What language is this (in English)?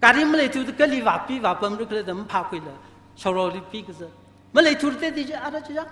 Tangkhul Naga (India)